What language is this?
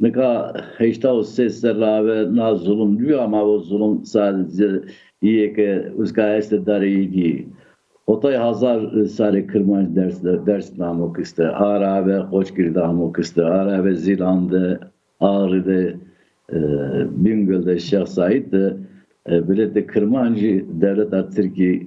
Zaza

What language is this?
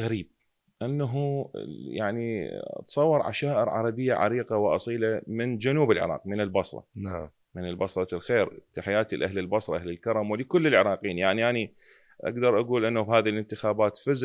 Mesopotamian Arabic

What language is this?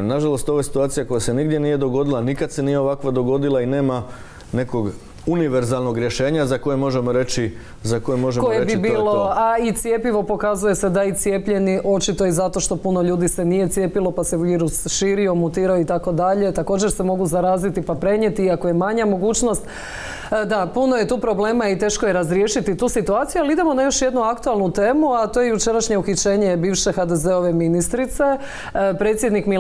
Croatian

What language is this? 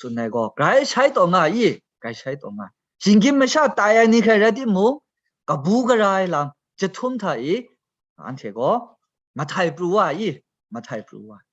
Kachin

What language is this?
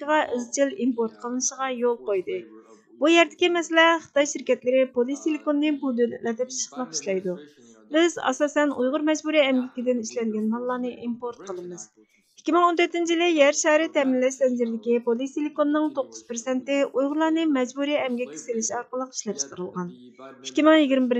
Uyghur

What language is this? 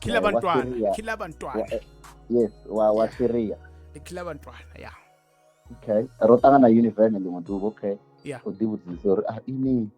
Venda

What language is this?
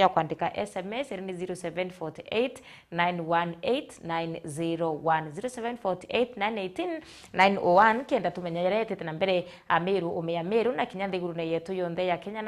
Meru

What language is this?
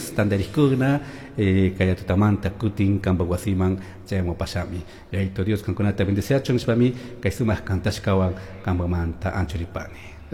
Chimborazo Highland Quichua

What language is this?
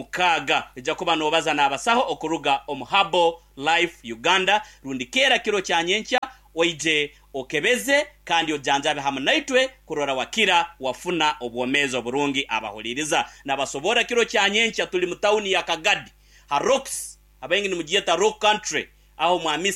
Nyankole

